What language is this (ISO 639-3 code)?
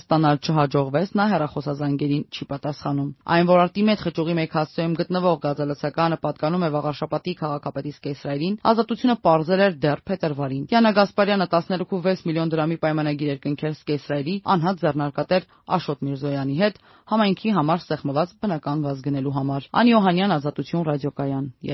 hye